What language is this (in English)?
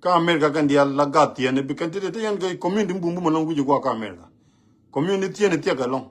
Nuer